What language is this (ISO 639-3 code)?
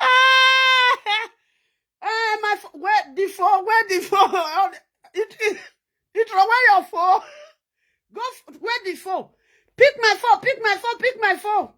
pcm